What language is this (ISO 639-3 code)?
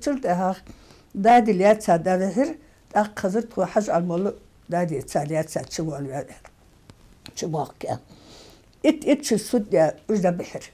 inh